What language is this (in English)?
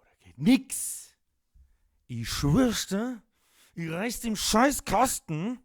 Bavarian